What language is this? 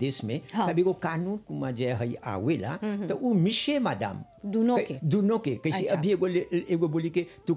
Bhojpuri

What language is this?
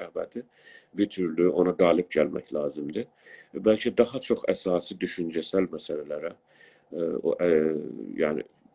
South Azerbaijani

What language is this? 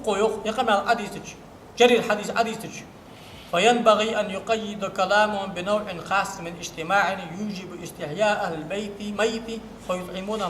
Ingush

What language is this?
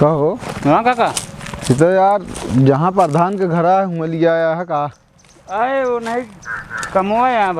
Awadhi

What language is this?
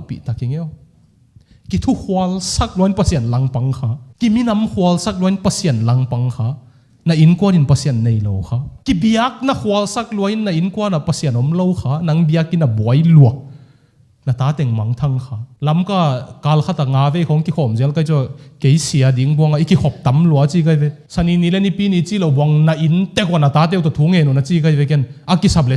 Tedim Chin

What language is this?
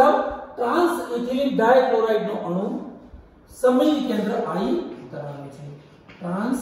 Gujarati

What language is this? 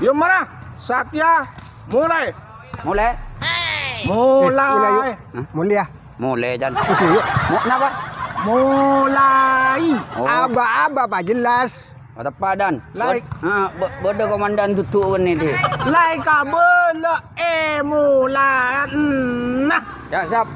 Madurese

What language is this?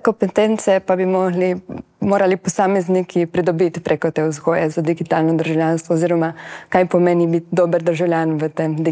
Slovenian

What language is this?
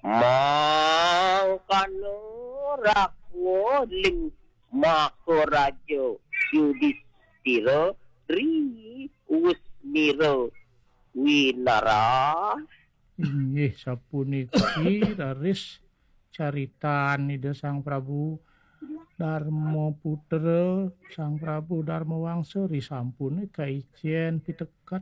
Balinese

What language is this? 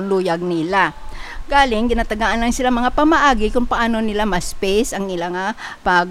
Hiligaynon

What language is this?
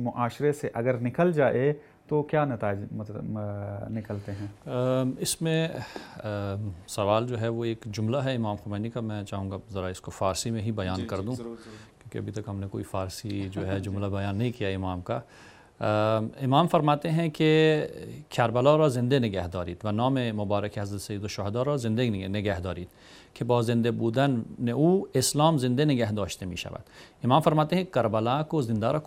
Urdu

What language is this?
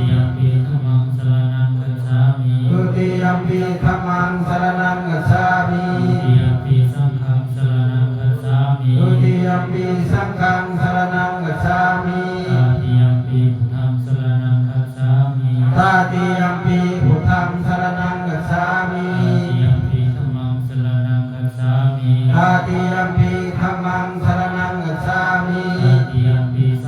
Pali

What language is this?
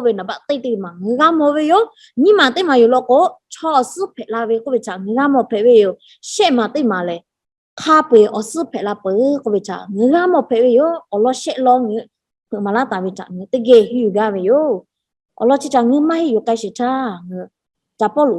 Lahu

